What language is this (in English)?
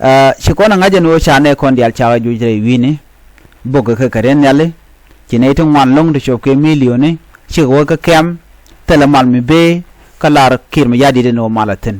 Nuer